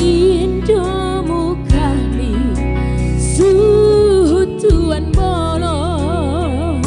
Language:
Batak Simalungun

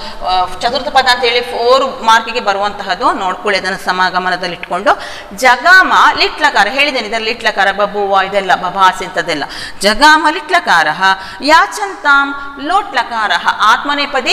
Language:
Kannada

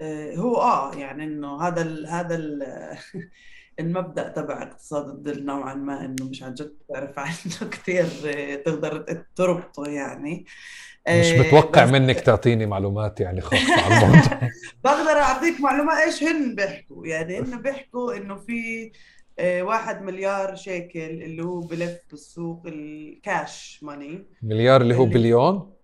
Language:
North Levantine Arabic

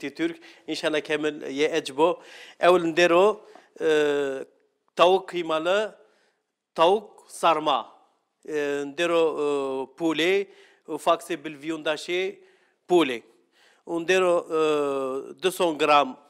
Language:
Algerian Arabic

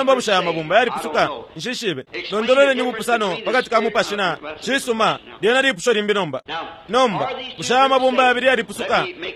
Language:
Bemba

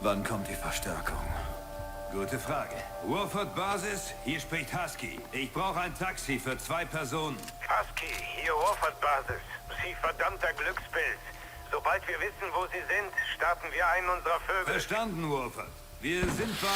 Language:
Bavarian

